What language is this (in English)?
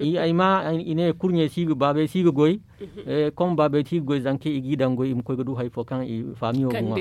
Zarma